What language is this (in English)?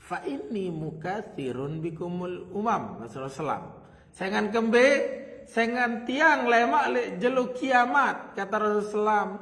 Sasak